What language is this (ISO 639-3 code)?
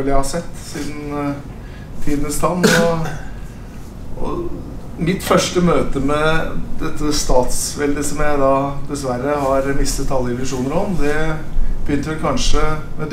nor